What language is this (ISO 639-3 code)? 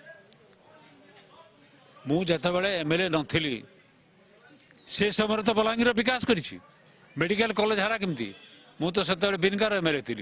ori